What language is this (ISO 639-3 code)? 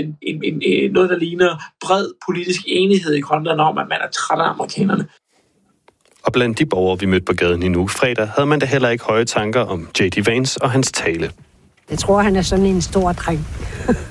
dan